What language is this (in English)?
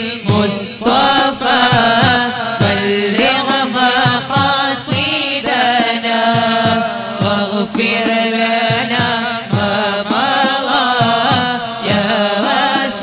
Malayalam